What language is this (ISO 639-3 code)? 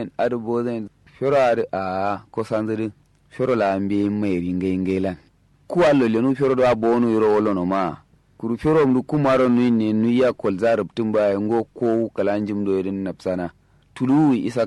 kau